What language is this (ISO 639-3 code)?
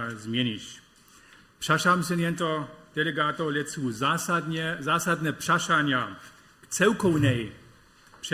hsb